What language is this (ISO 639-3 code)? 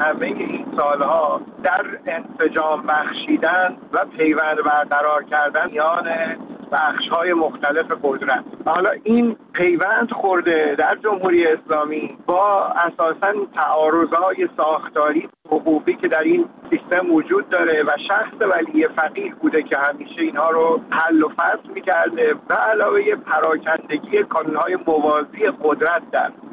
fas